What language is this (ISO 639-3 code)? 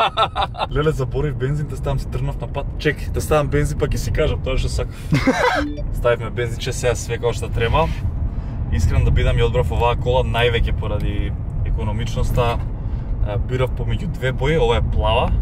mkd